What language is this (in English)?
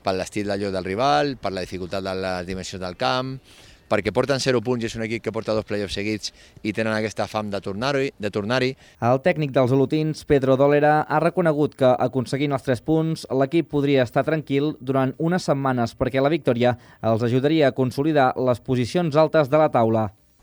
Catalan